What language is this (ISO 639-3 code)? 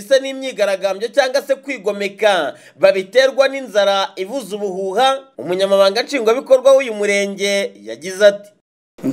kin